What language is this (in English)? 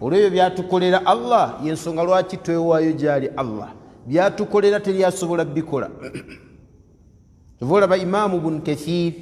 Ganda